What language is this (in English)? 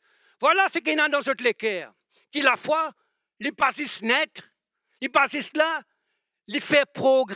Morisyen